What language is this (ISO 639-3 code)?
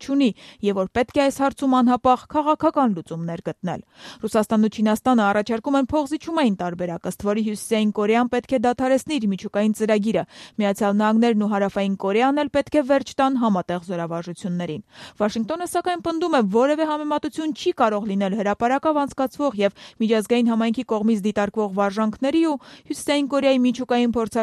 hye